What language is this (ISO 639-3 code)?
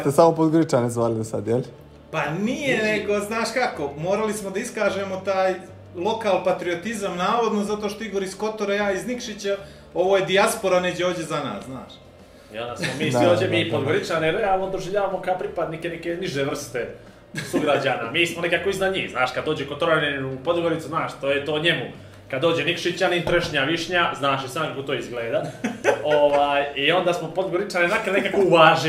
bos